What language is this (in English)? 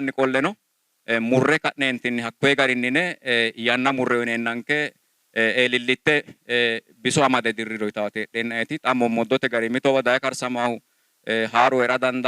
Sidamo